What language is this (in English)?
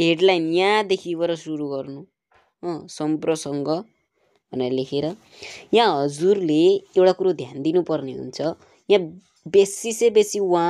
Nepali